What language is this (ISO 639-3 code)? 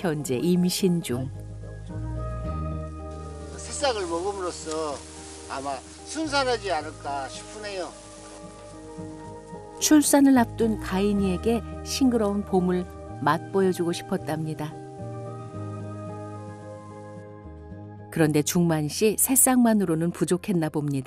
kor